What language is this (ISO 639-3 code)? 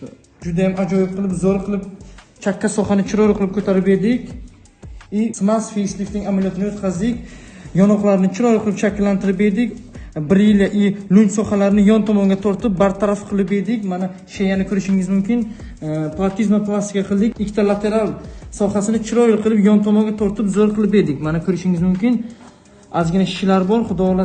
uzb